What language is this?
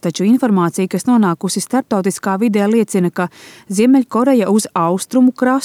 Latvian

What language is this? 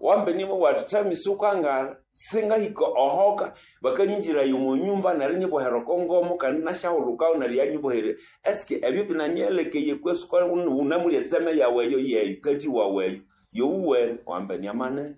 Nande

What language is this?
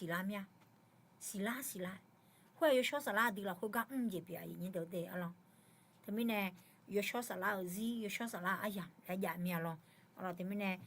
Akha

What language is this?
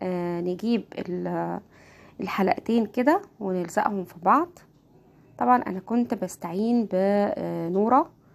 Egyptian Arabic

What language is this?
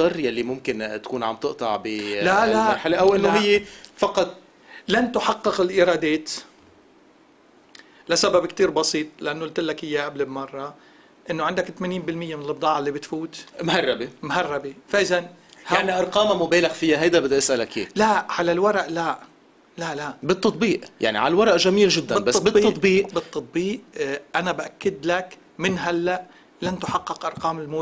North Levantine Arabic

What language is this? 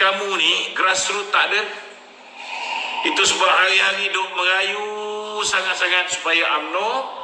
Malay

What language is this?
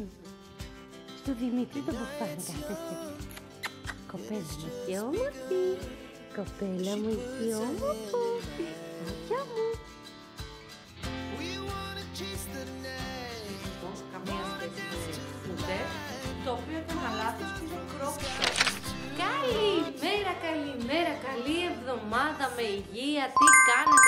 Greek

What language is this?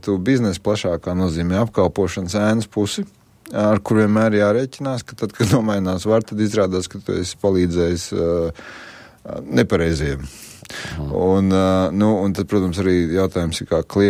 Latvian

